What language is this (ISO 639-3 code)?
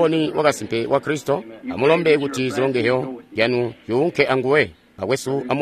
toi